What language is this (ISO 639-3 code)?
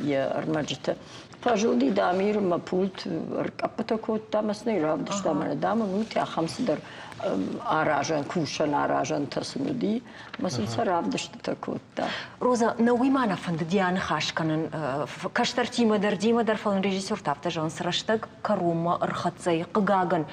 oss